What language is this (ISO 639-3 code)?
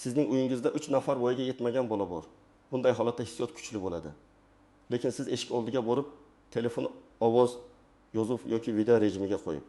uzb